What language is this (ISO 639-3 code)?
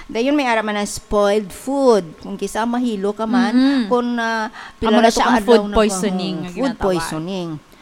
hil